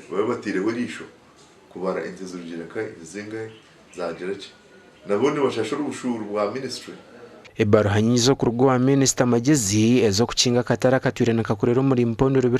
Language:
Nyankole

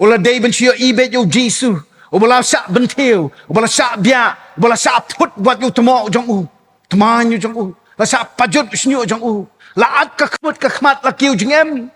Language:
Khasi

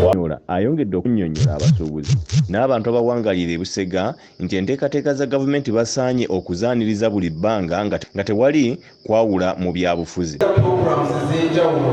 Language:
Ganda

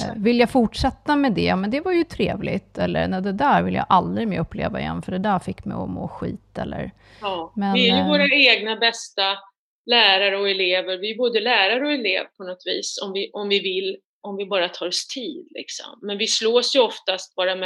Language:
Swedish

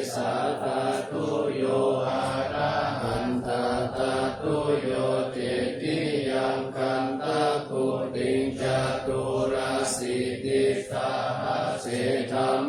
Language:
Pali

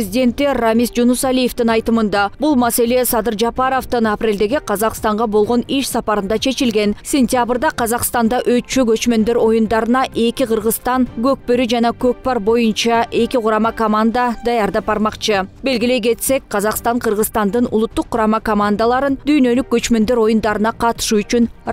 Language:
Kyrgyz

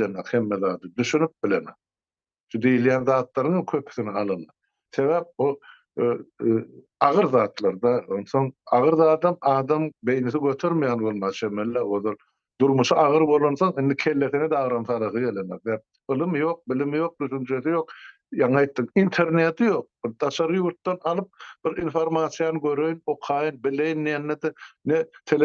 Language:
Turkmen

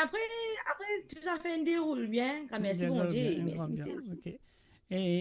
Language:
Morisyen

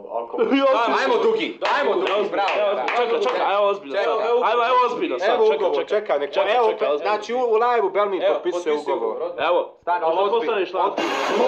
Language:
Bosnian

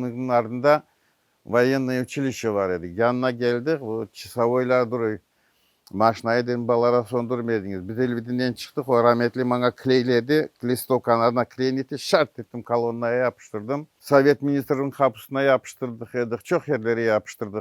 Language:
Crimean Tatar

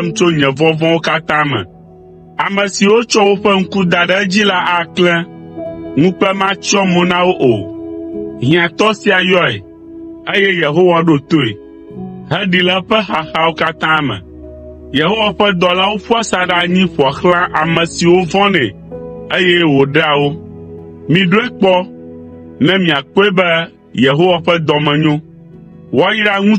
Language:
Ewe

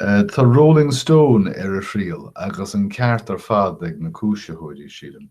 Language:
Irish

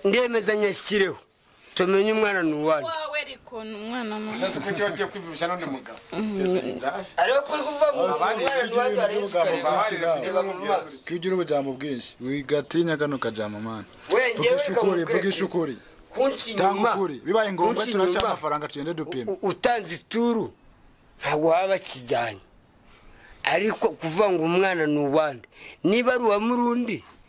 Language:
Kinyarwanda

